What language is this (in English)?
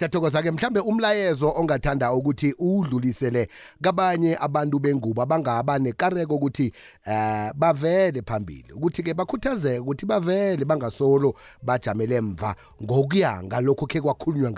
South Ndebele